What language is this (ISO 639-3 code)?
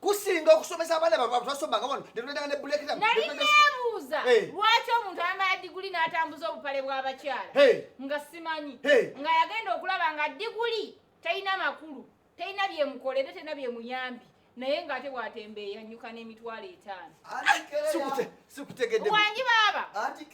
lug